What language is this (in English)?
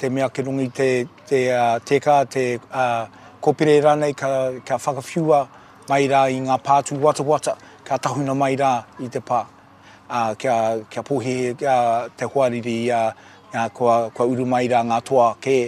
Māori